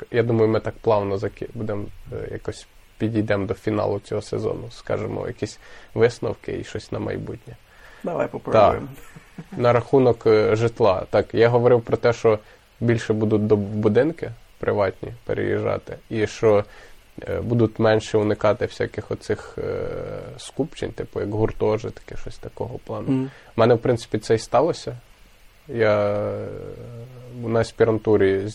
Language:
Ukrainian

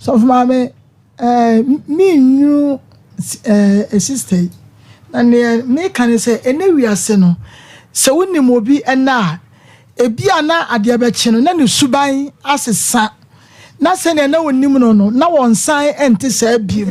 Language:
Akan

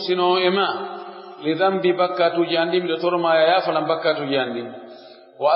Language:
Pular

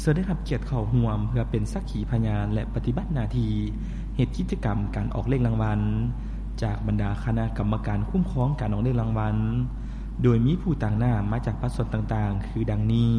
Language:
Lao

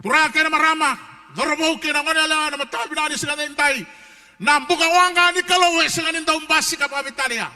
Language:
Fijian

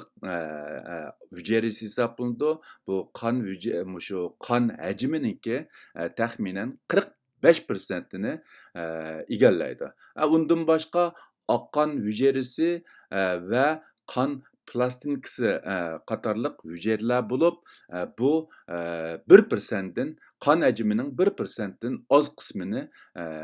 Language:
Uyghur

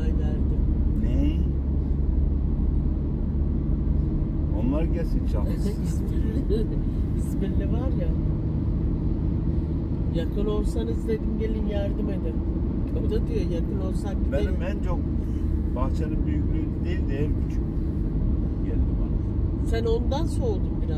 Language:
Turkish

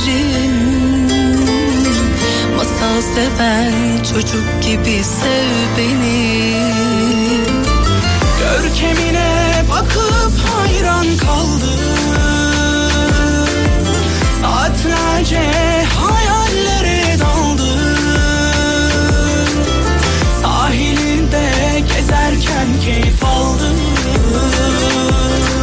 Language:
Turkish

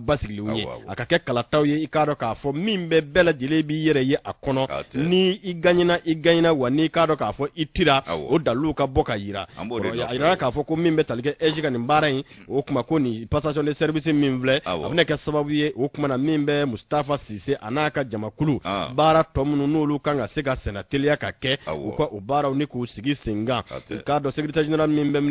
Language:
Bambara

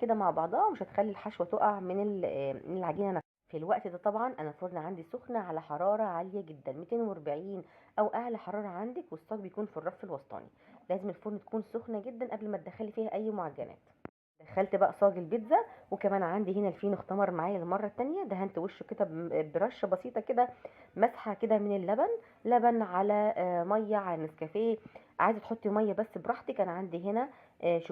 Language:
Egyptian Arabic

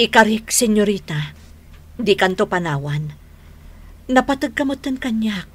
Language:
Iloko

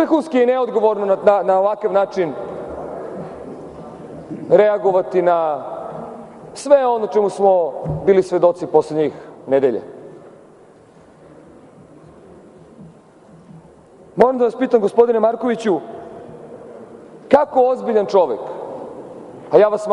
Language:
Serbian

